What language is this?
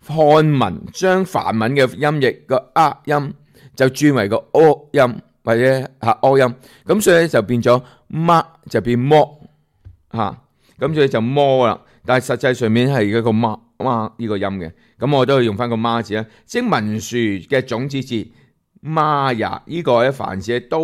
Cantonese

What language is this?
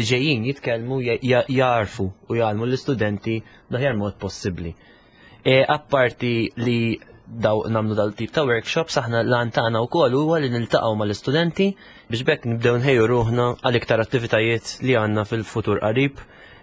Maltese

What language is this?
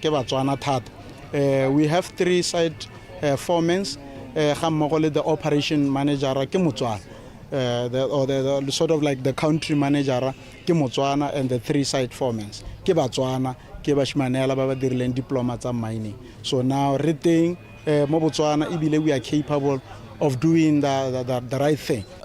Tswana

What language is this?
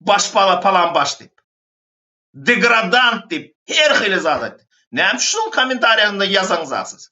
Turkmen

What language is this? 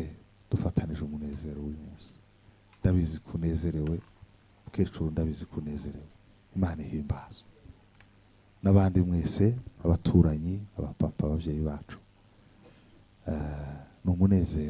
Kinyarwanda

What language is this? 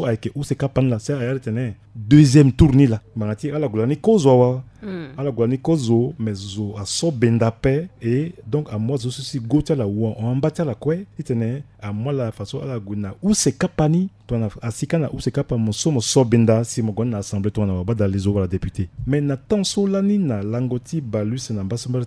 Sango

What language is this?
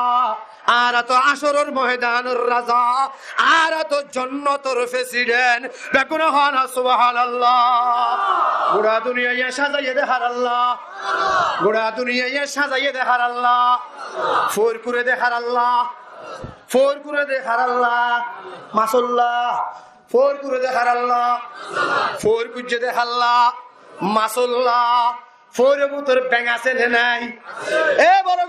Rohingya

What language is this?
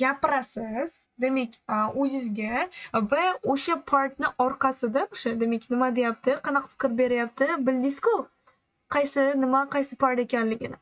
Uzbek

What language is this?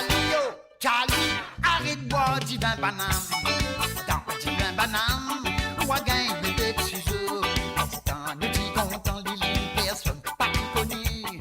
Morisyen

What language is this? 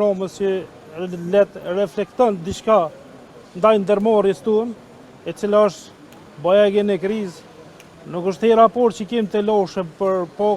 Albanian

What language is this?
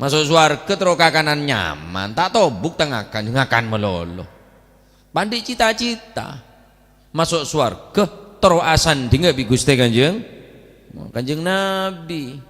Madurese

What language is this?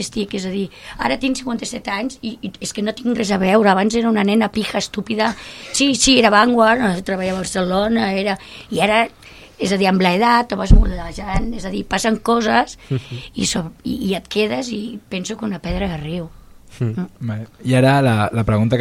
Catalan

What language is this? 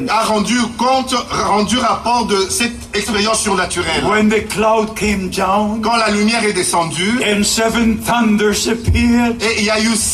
French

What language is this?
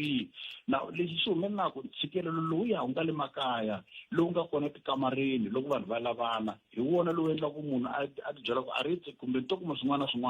Tsonga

